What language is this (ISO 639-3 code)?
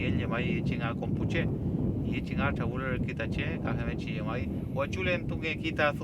arn